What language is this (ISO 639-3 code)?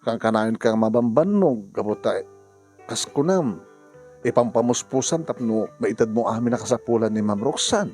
ilo